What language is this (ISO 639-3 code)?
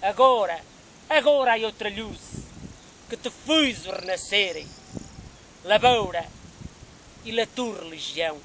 mwl